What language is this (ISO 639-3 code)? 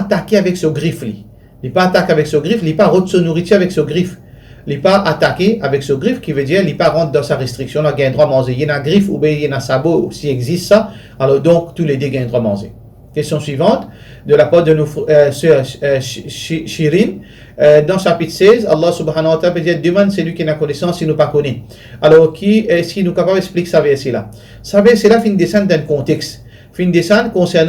mfe